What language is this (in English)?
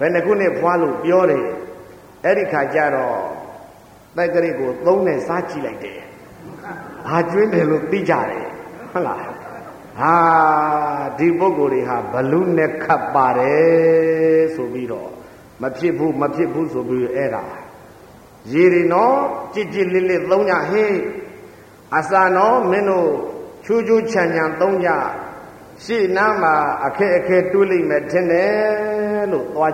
Burmese